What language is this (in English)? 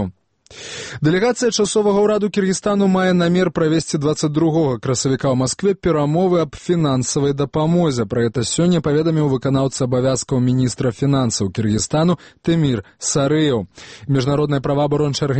Belarusian